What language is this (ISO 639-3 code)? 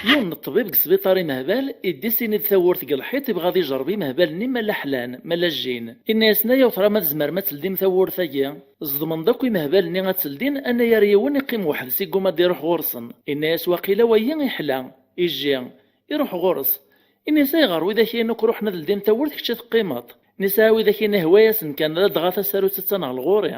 kab